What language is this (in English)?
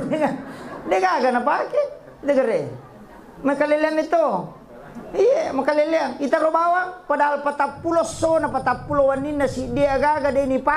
Buginese